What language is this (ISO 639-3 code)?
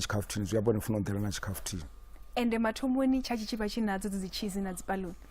ven